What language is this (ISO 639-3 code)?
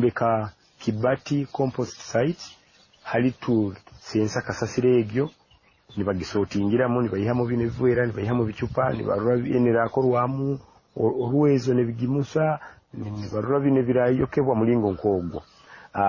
nyo